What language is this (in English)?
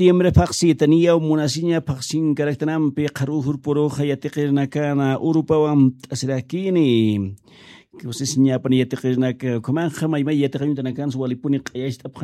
Aymara